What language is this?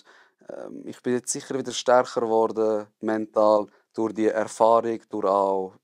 Swiss German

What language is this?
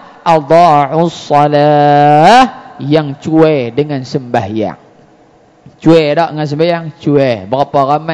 Malay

